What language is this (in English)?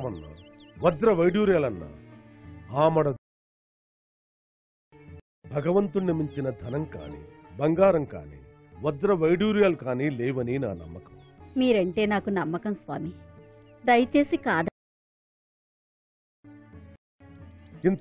Telugu